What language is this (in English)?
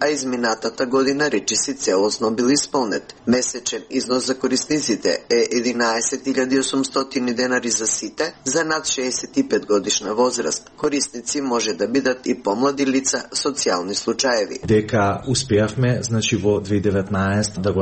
Macedonian